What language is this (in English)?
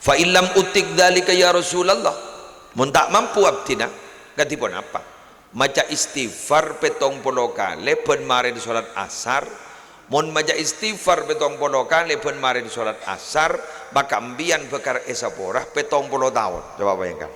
Madurese